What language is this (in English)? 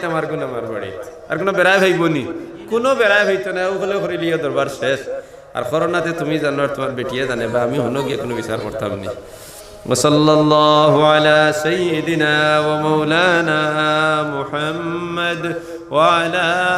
Sylheti